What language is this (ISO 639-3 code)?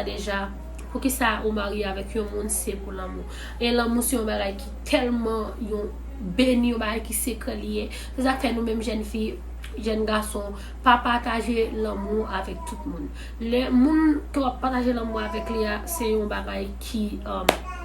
hat